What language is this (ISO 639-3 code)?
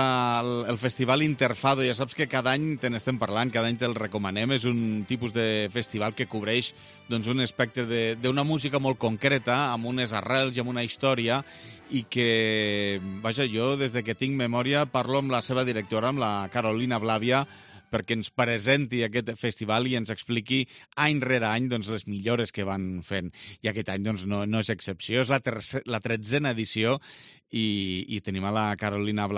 cat